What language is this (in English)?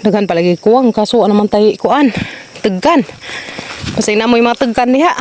Cebuano